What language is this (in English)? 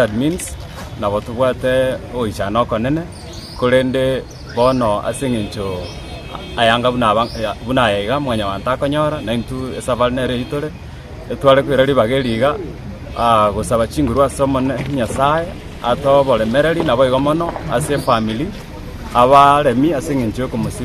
Gusii